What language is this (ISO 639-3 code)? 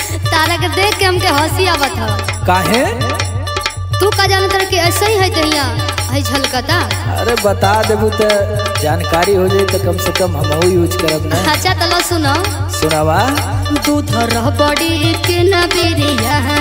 bho